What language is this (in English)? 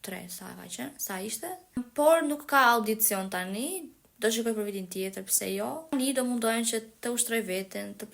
Albanian